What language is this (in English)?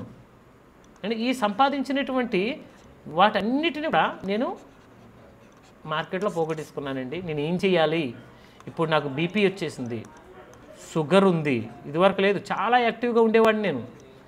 Telugu